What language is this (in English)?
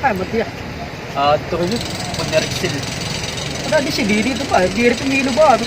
Waray